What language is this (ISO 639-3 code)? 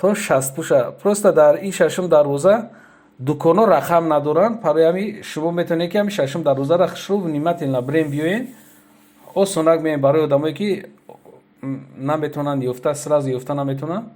tgk